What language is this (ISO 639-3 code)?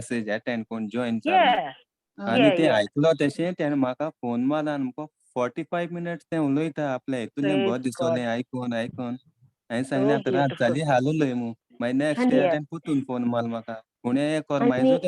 kok